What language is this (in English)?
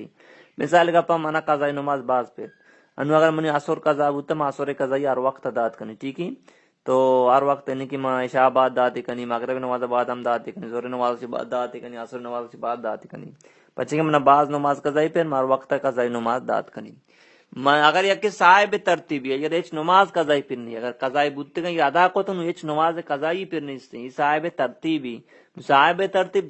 Baluchi